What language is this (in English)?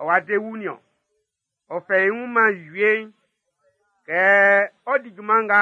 Baoulé